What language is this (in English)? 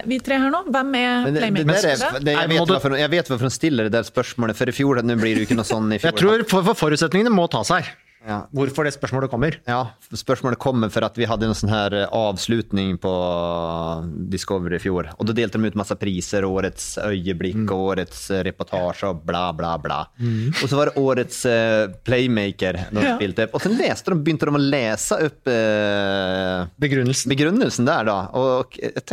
Norwegian